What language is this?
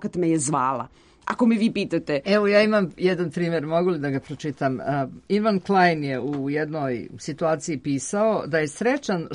Serbian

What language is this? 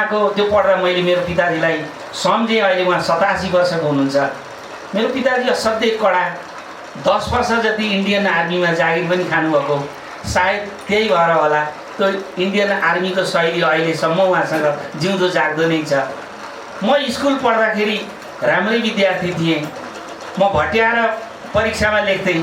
Nepali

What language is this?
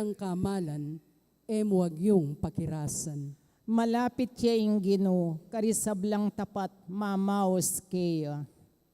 Pampanga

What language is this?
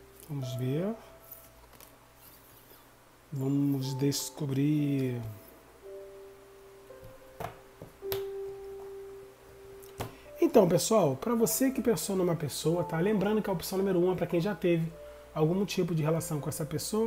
Portuguese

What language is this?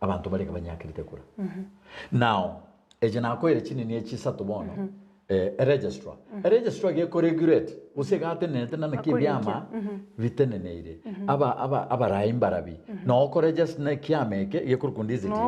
Gusii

